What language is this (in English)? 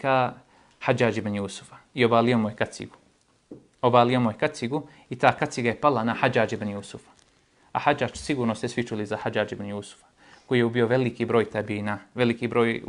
Bosnian